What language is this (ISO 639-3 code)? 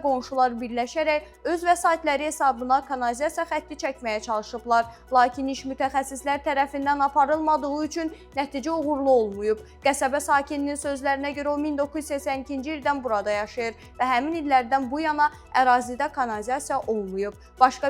aze